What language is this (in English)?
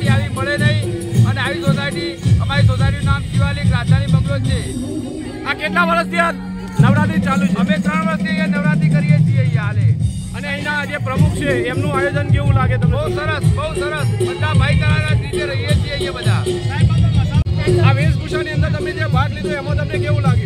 Gujarati